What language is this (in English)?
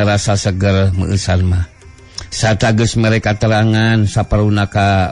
Sundanese